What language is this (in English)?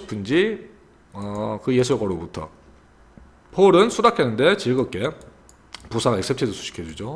Korean